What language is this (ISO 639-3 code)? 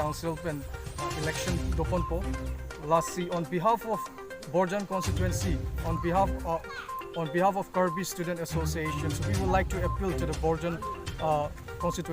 mjw